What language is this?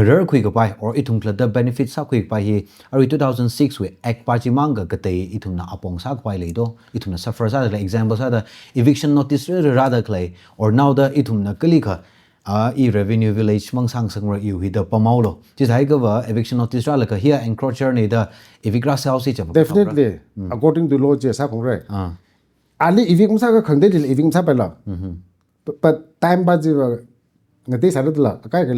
Tangkhul Naga (India)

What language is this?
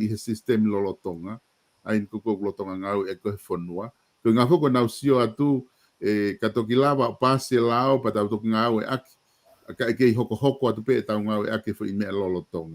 Tongan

